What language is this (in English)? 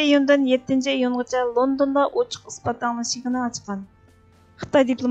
Uyghur